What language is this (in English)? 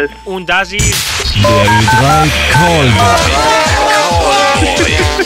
German